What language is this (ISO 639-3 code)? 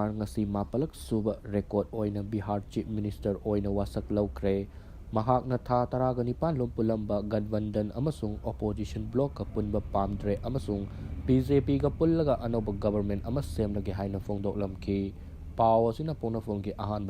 mni